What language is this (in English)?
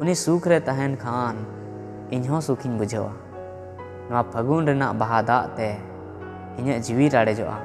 Santali